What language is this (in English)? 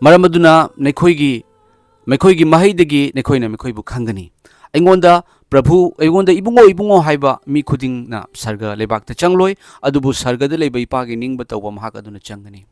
Manipuri